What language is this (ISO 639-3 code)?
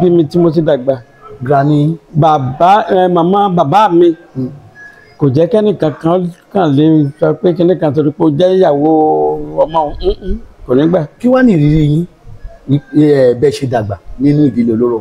yor